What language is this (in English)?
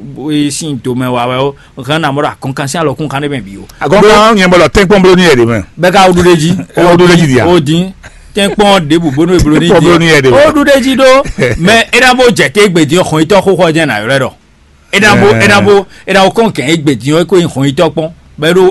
Fon